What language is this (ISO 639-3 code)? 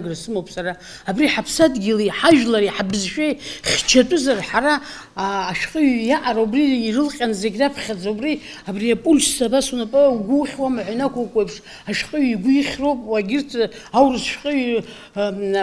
abk